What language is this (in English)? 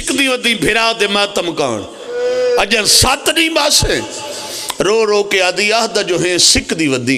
Pahari-Potwari